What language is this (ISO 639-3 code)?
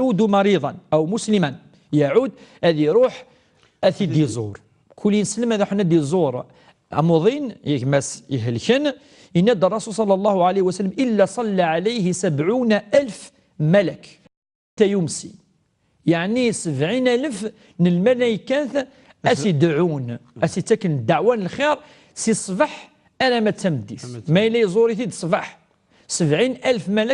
kab